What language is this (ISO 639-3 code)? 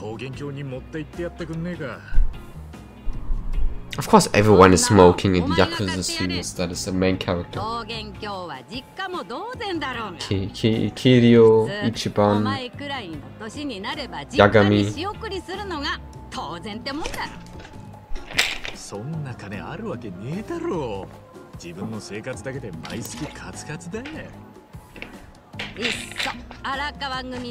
jpn